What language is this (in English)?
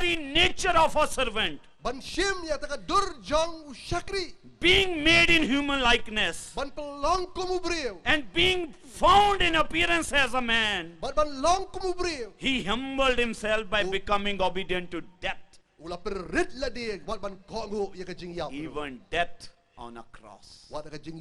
Khasi